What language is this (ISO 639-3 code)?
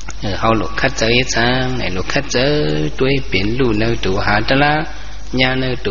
shn